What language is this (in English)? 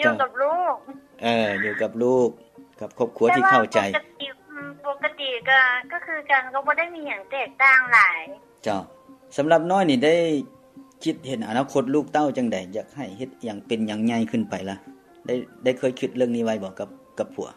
Lao